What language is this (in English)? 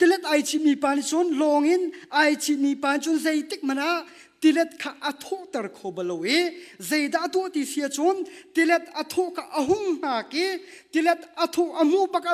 Hakha Chin